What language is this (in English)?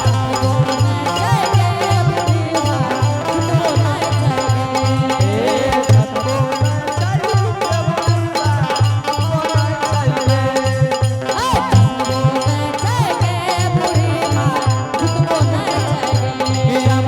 Angika